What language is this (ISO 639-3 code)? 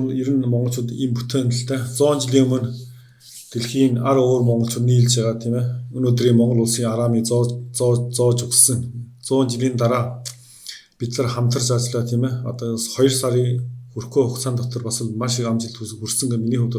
mon